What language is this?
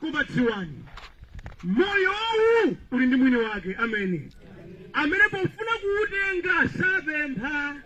Nyanja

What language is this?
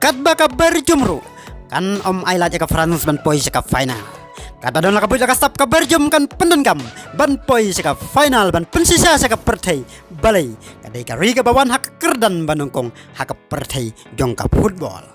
Khasi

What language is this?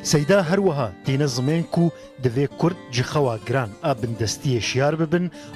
Kurdish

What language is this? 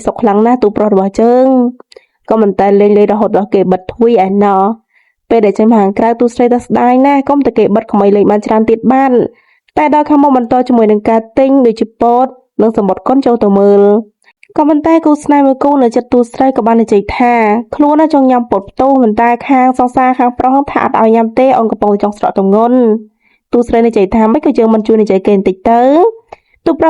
Khmer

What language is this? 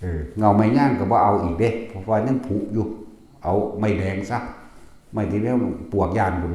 Northeastern Thai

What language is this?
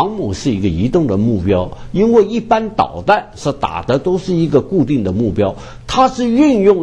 Chinese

